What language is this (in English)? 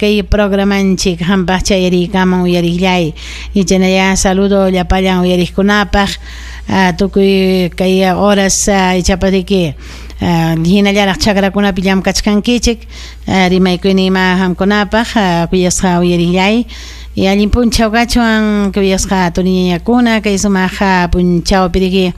Ayacucho Quechua